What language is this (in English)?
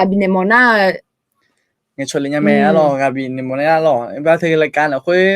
Akha